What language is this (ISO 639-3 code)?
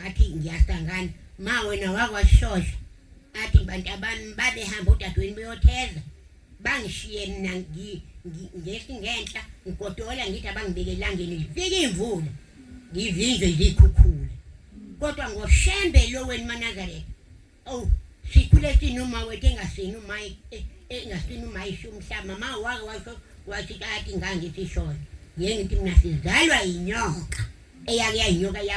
zul